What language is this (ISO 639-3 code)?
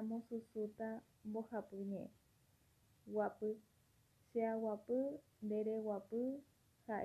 grn